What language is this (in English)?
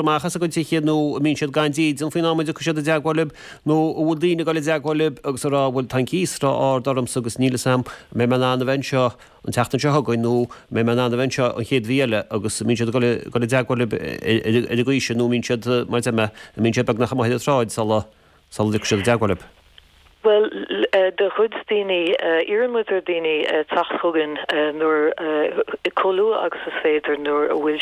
Irish